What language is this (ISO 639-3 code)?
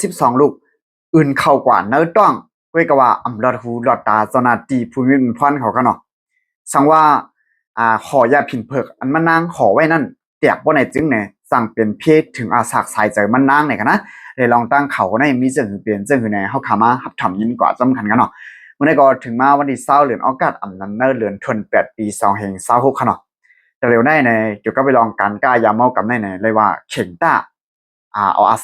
shn